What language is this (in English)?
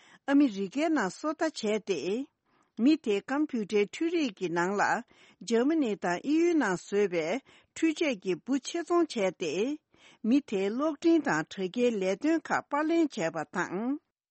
Tibetan